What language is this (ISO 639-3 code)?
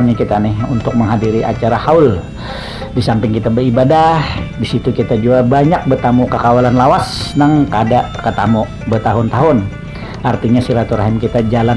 bjn